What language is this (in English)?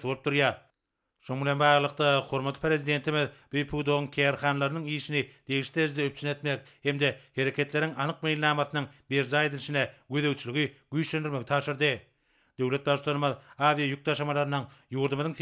Turkmen